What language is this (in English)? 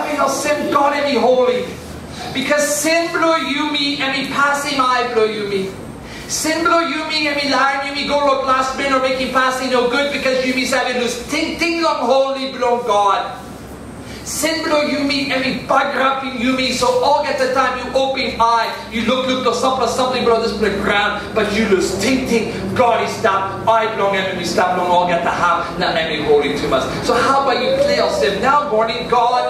Tok Pisin